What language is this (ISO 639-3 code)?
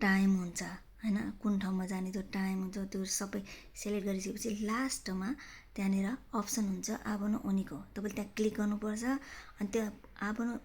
nep